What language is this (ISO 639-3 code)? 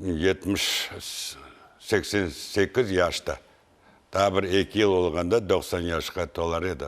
crh